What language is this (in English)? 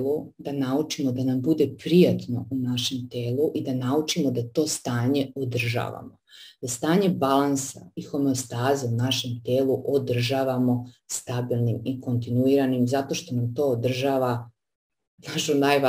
Serbian